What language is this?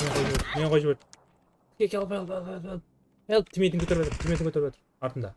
Kara-Kalpak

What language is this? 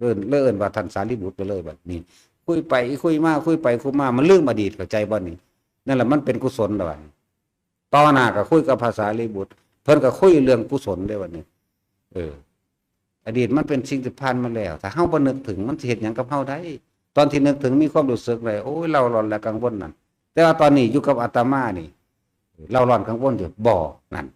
Lao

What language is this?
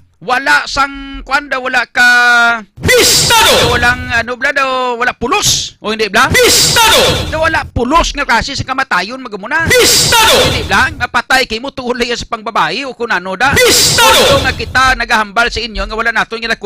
Hiligaynon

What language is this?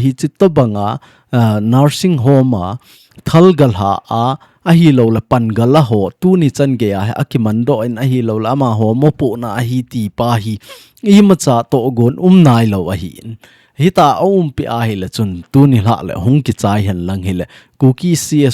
Thado Chin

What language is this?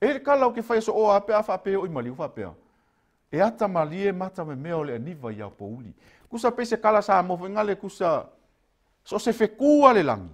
Samoan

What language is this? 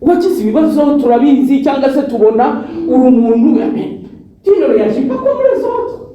Kinyarwanda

